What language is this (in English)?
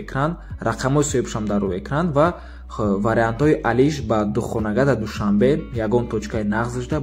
Tajik